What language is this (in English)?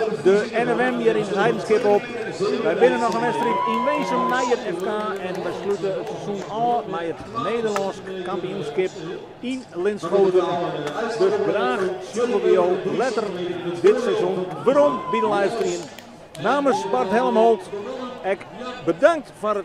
Western Frisian